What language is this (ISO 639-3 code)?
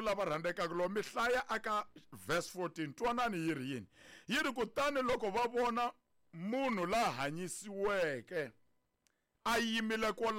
tso